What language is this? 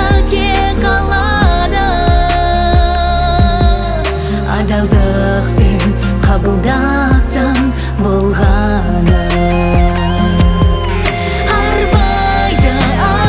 Kazakh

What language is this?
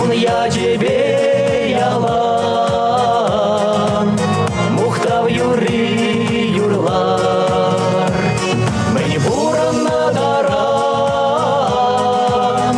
Chuvash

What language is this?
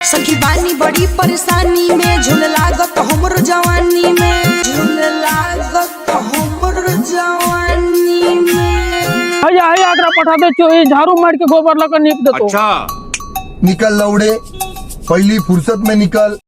Maithili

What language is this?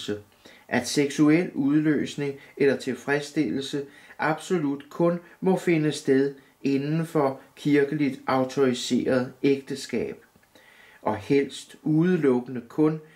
Danish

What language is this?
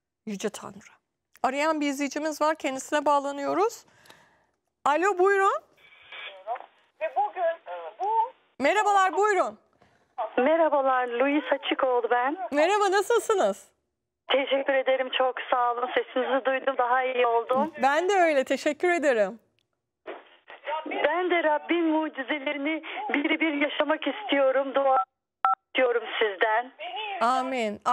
Turkish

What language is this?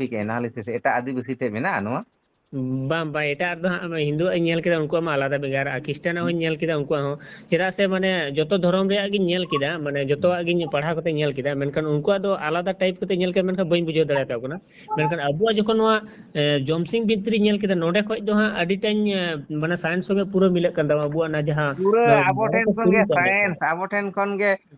Santali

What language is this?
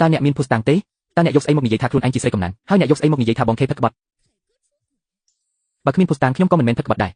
Khmer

